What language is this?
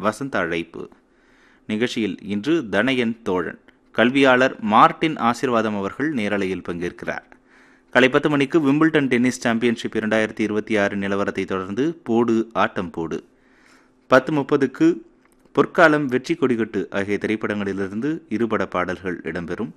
Tamil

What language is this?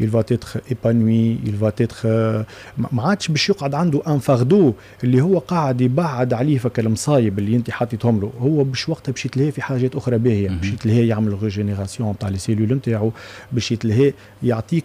Tunisian Arabic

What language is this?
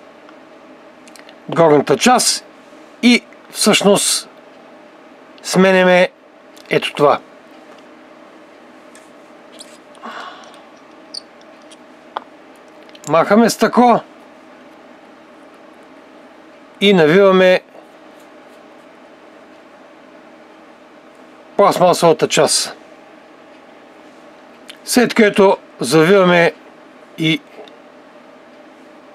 Bulgarian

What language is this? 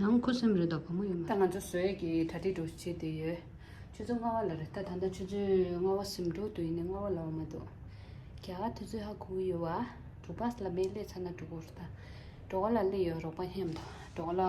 Tibetan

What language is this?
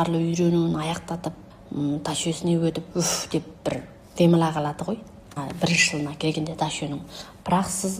Kazakh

